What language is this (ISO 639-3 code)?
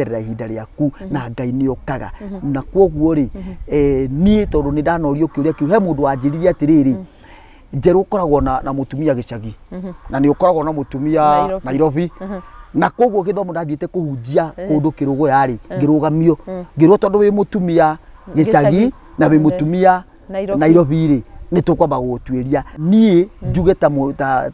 kik